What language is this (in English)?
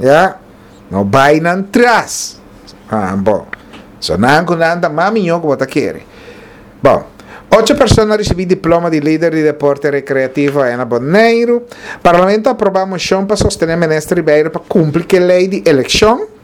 Papiamento